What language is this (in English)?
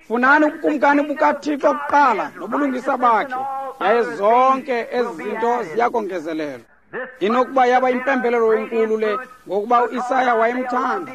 Xhosa